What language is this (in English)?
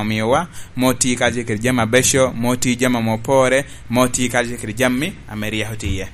Lango (Uganda)